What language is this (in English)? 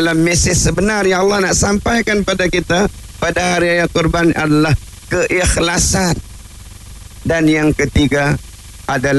Malay